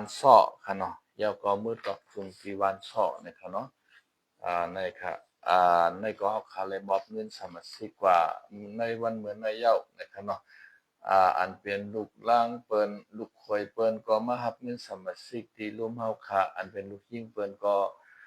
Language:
Shan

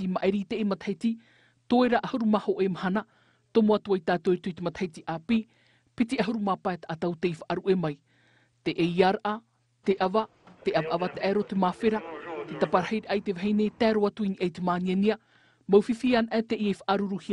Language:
Tahitian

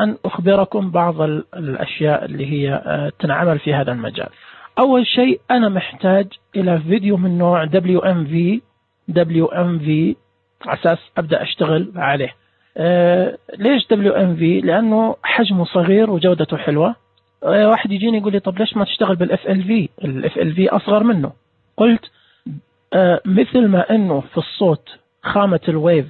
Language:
Najdi Arabic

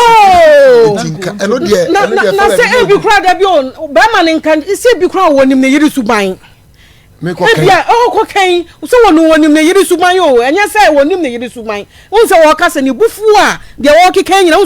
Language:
Akan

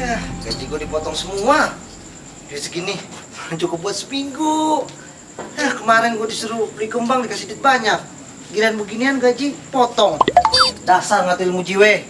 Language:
Betawi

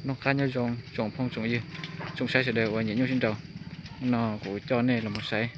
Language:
Hmong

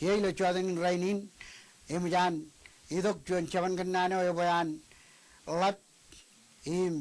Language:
Marshallese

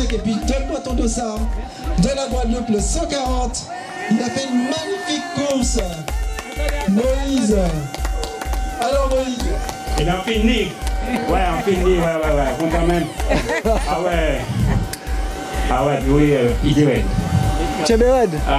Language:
French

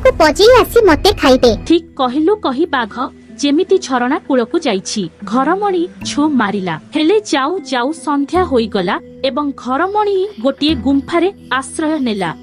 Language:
Odia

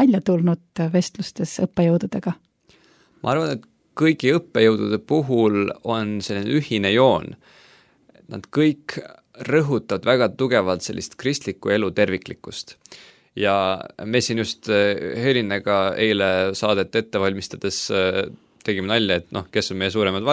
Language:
Estonian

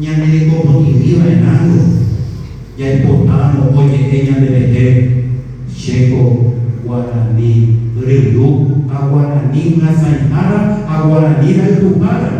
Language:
Guarani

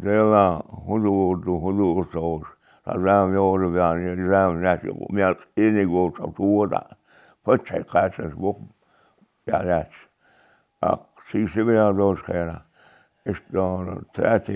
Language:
Chechen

